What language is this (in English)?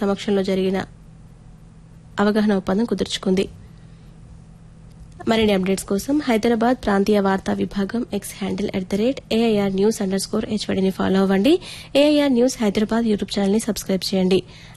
Telugu